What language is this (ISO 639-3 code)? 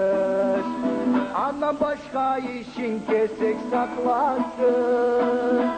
krc